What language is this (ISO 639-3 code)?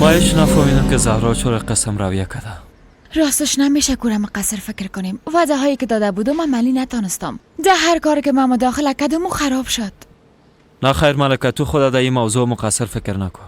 fas